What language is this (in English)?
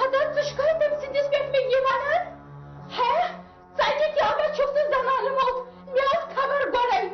Kashmiri